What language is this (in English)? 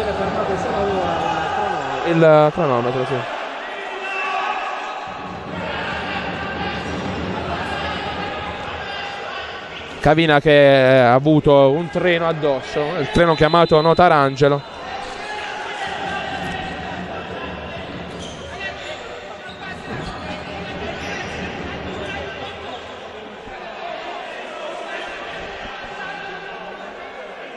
Italian